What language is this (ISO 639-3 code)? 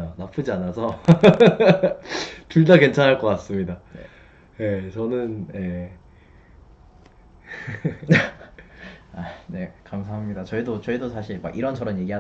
kor